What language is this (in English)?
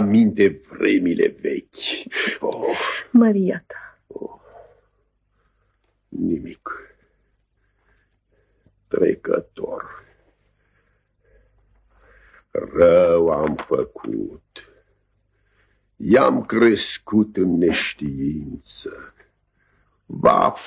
Romanian